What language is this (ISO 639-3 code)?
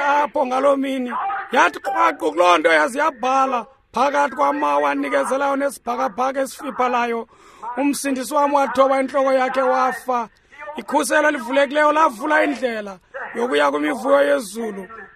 xho